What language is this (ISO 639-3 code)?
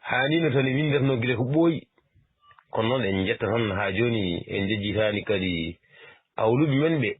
ful